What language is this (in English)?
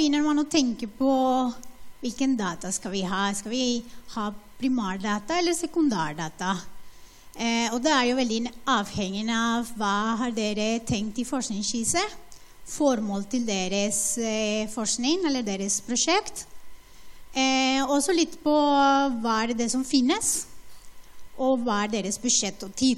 Norwegian